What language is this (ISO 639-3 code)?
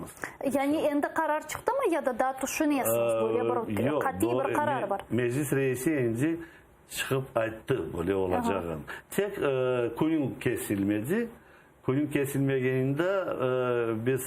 crh